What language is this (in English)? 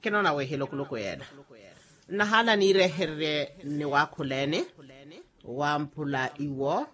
Makhuwa